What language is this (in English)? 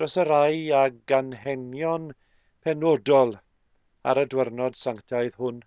Welsh